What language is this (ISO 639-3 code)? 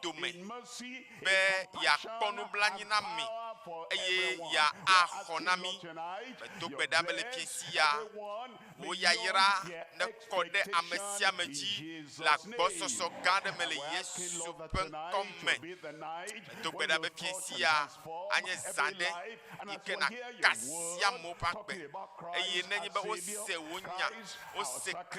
ewe